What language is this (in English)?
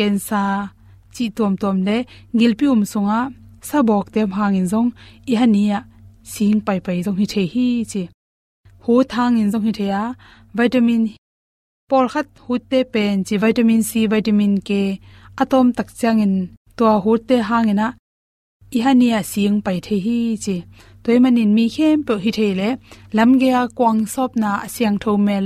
Tedim Chin